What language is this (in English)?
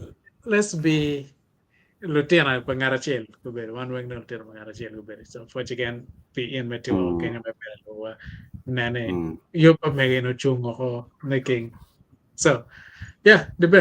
Acoli